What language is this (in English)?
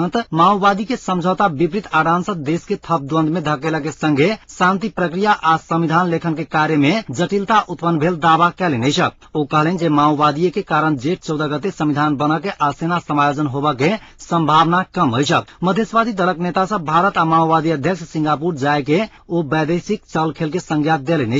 Maithili